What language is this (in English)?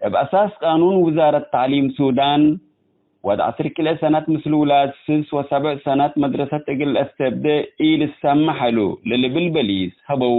Tigre